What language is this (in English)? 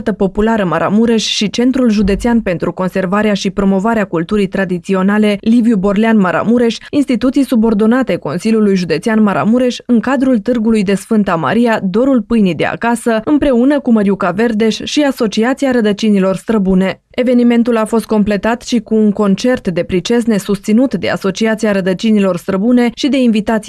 Romanian